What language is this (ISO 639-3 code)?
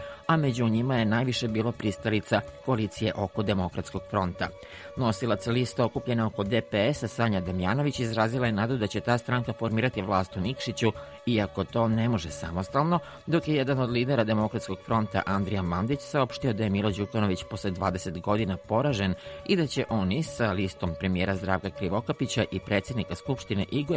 srp